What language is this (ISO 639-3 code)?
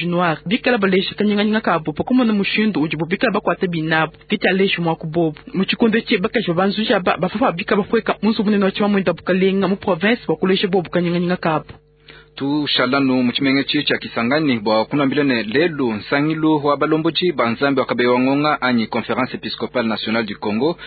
lua